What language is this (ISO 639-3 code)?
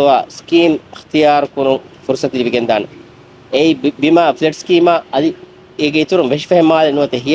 div